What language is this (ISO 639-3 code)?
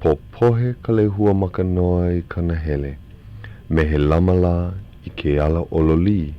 haw